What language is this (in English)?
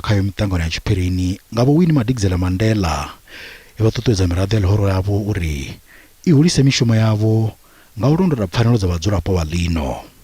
Venda